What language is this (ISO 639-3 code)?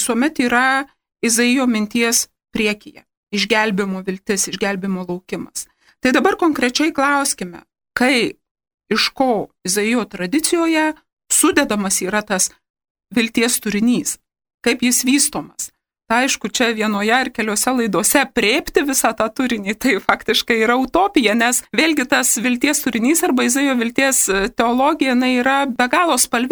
lit